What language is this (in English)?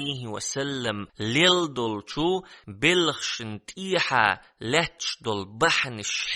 Chechen